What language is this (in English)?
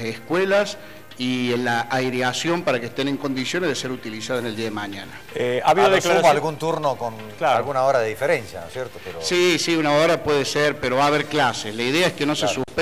Spanish